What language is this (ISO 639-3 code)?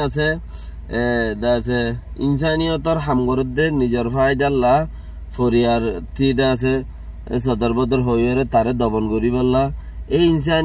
rhg